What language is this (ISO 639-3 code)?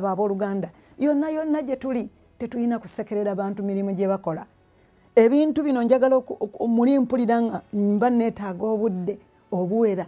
lug